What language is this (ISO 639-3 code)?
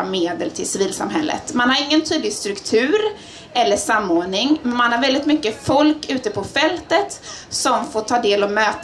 swe